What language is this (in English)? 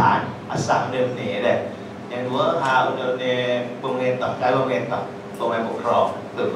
Malay